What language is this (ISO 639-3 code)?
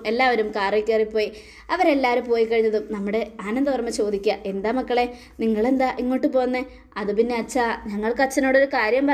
mal